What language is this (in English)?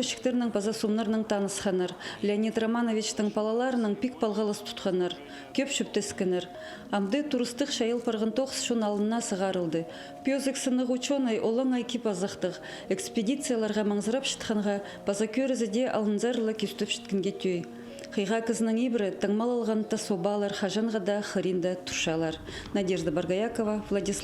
Khakas